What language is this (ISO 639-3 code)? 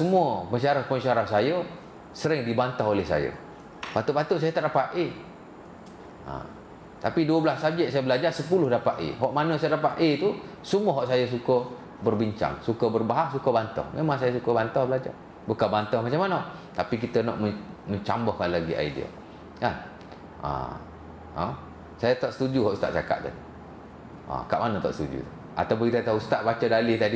msa